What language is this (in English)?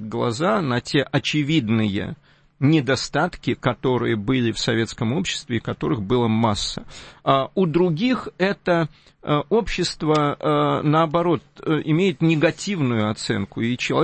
Russian